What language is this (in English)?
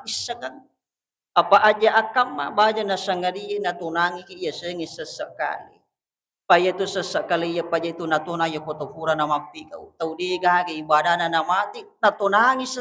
Buginese